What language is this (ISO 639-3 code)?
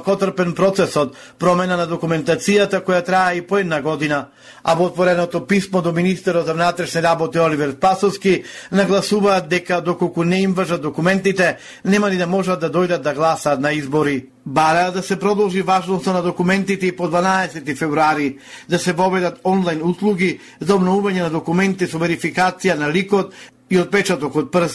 mkd